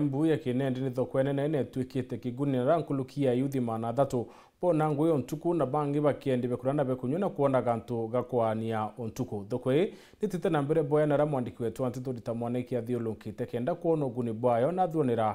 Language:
Meru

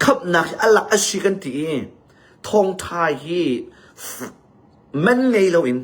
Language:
Hakha Chin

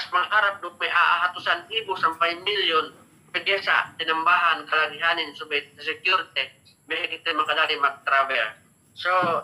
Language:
Yakan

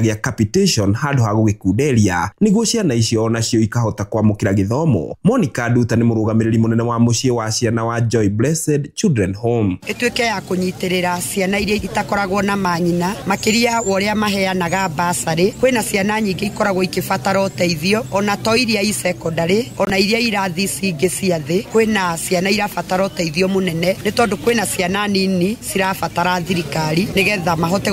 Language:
Kikuyu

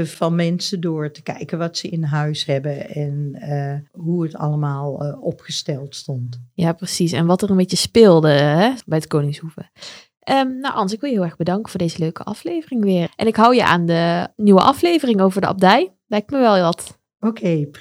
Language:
Dutch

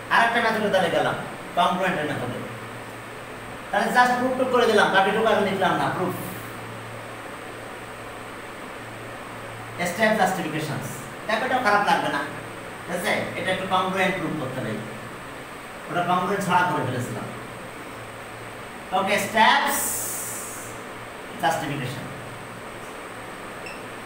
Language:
Bangla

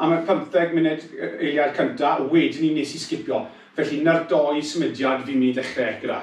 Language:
Welsh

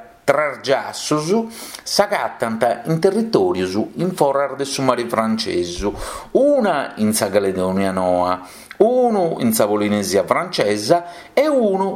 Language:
Sardinian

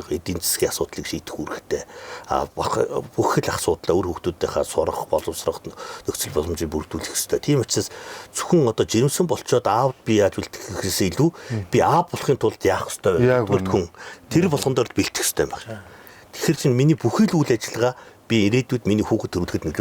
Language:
Mongolian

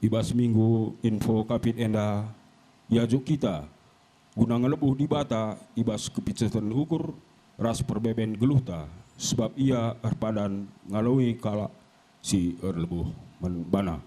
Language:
Batak Karo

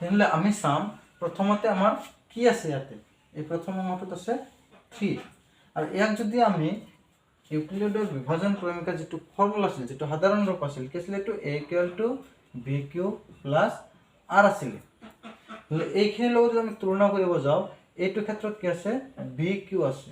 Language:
Assamese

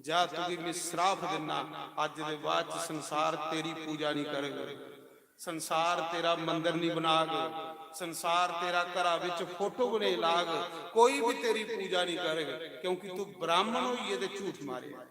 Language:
Dogri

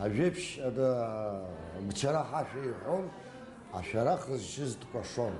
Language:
Abkhazian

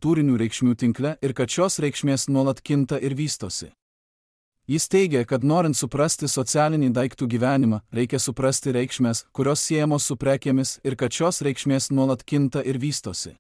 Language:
Lithuanian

